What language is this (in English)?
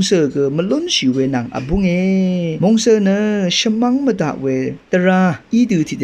Rawang